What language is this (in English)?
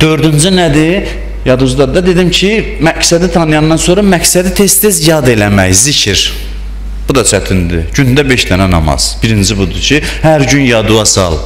Azerbaijani